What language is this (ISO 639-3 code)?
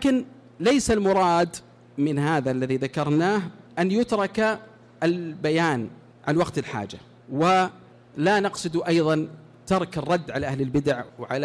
ara